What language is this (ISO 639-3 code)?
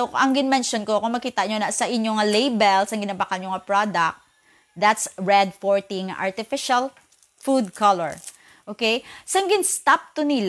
hil